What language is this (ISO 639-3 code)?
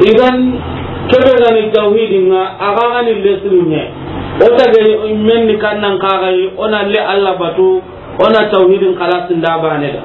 snk